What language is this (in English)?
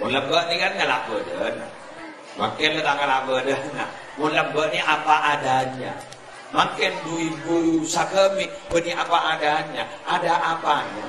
Madurese